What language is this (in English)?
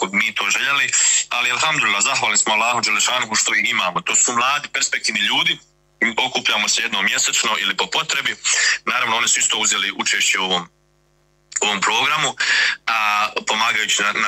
Bosnian